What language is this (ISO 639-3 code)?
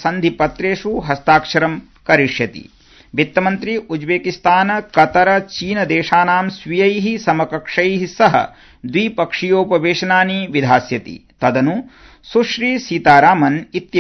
san